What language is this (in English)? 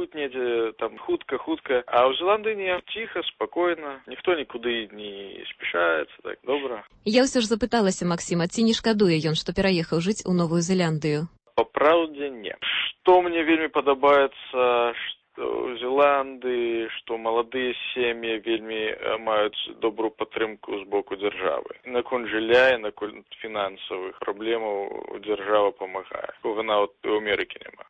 Belarusian